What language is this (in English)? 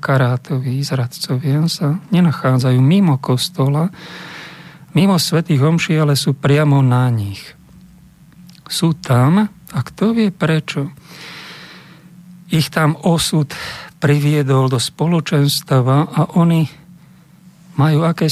Slovak